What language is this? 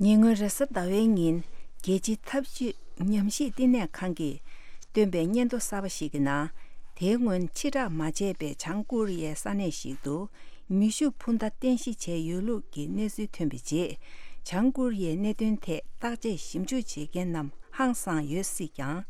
Tibetan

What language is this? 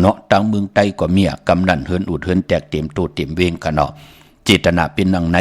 Shan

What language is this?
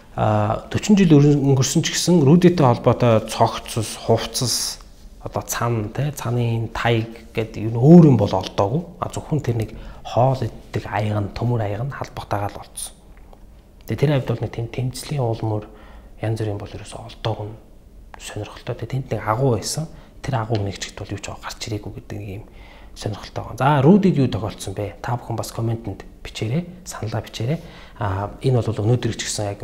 Mongolian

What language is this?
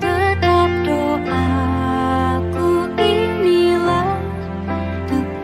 Batak Simalungun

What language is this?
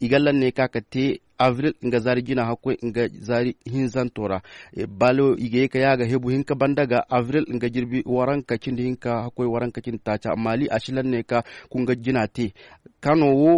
Koyraboro Senni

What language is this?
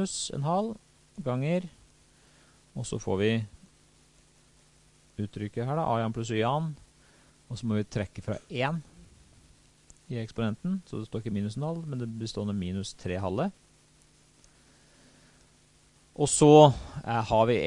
Norwegian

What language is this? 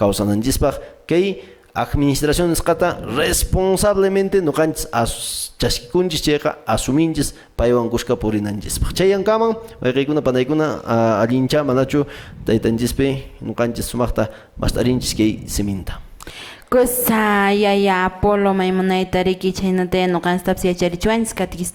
Quechua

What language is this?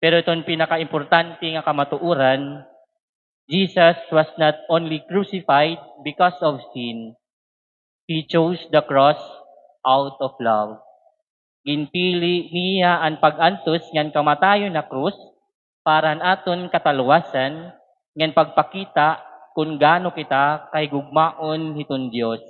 Waray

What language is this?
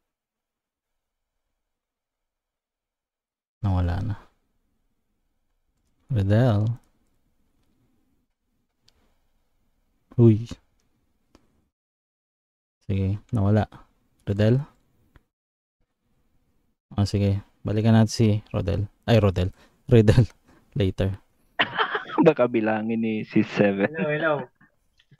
Filipino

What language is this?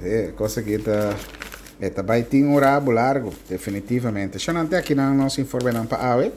Papiamento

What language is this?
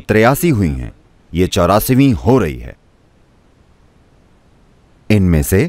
Hindi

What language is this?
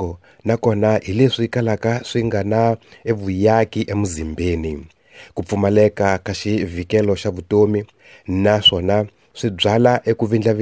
Tsonga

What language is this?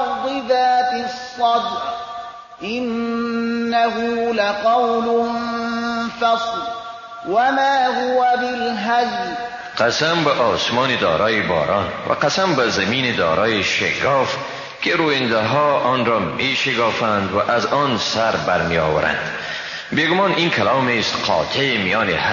Persian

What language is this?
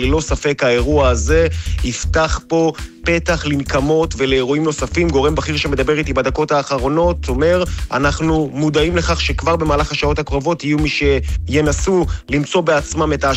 Hebrew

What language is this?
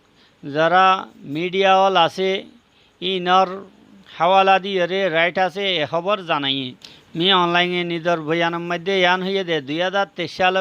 Rohingya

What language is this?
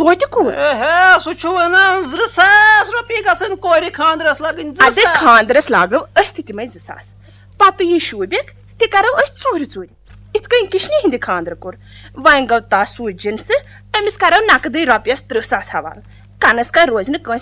Kashmiri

